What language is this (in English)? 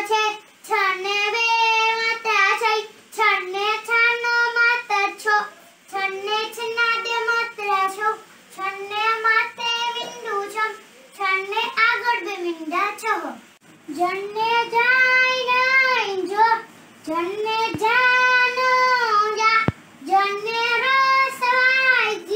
Gujarati